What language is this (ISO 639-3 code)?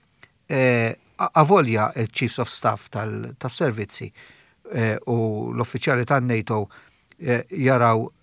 mlt